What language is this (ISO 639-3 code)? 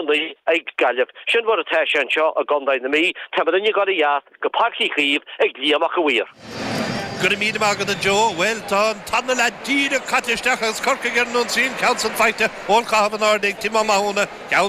gle